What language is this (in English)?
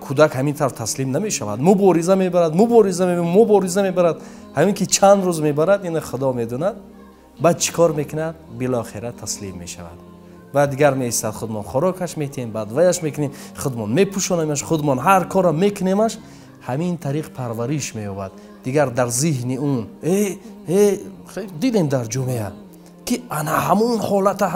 Tajik